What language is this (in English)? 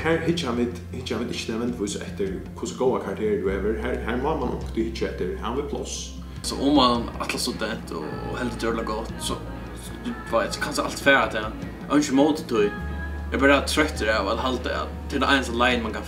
Faroese